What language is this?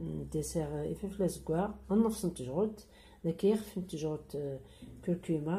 Kabyle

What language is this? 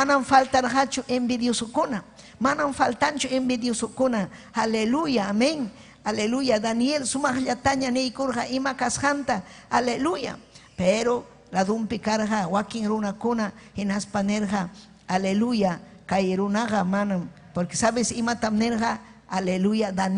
Ayacucho Quechua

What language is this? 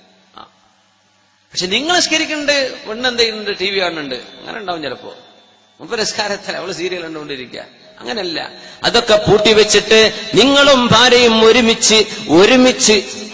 Malayalam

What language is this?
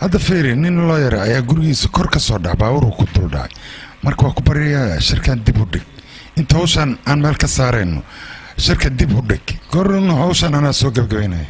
Somali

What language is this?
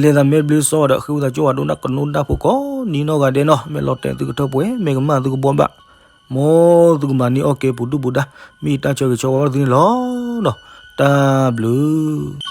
S'gaw Karen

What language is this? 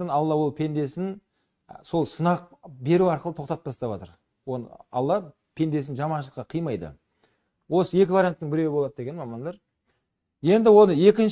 Kazakh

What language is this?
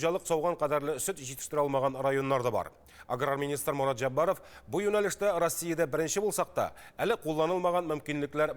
Tatar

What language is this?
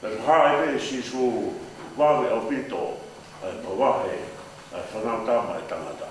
Tongan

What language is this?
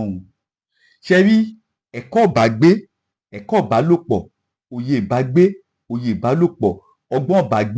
Yoruba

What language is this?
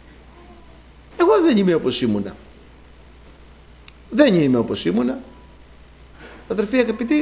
Greek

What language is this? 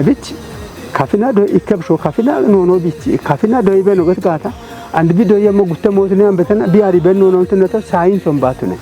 Kafa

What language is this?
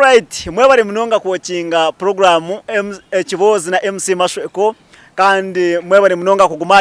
Nyankole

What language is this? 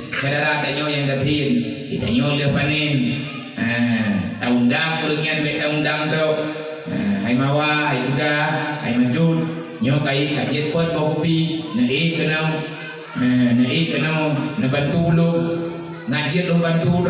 Achinese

